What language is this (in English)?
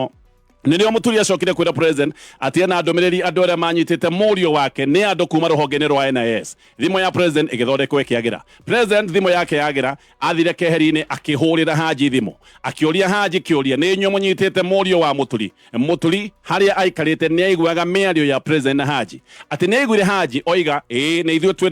Kikuyu